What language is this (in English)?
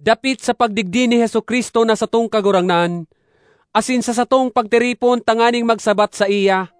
Bikol